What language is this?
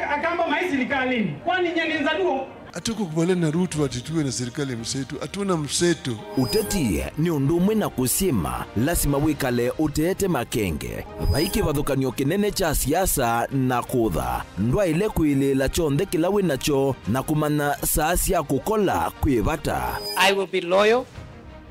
Kamba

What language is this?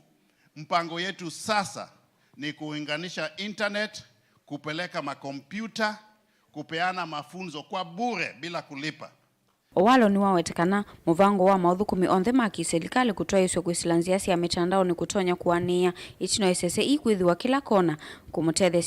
Kamba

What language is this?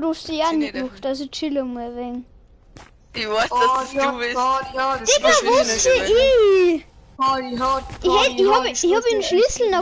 Bavarian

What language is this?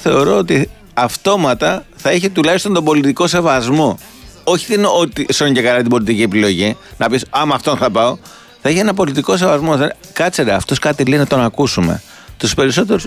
Greek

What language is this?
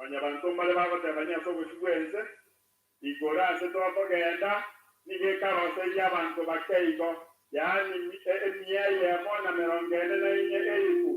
Gusii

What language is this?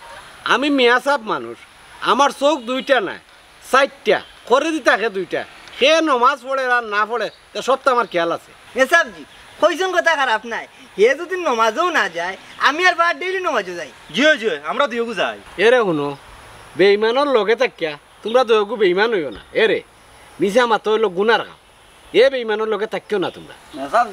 Sylheti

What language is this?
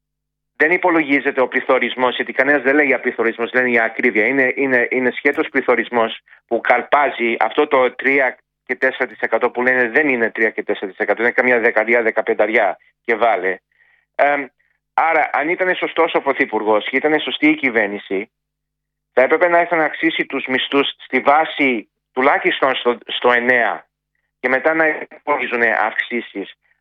Greek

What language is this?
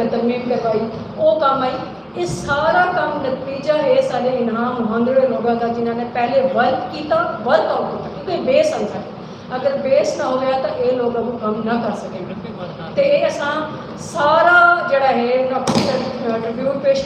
Saraiki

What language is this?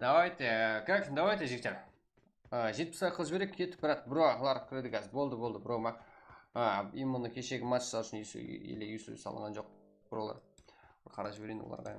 Kara-Kalpak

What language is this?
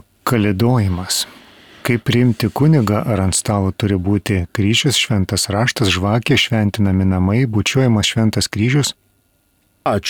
Lithuanian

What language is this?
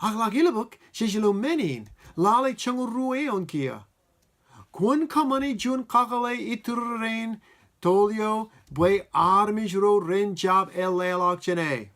Marshallese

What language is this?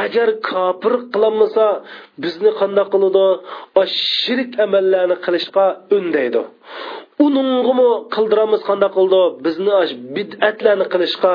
Uyghur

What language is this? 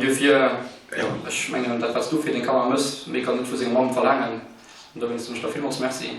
Luxembourgish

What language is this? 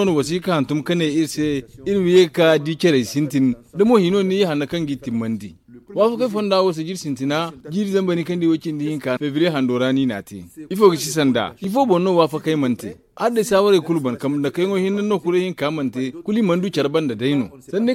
Zarma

